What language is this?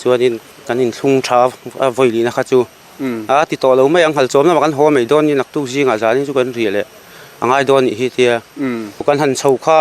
Mizo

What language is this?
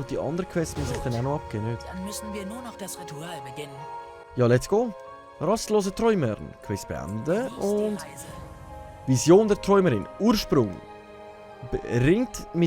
Swiss German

